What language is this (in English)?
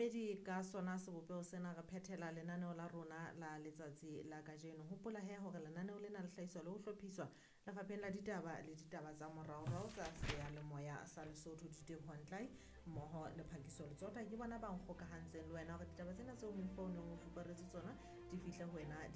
Southern Sotho